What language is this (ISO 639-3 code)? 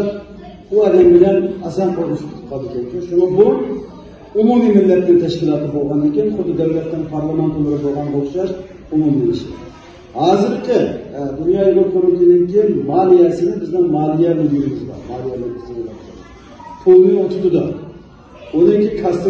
uig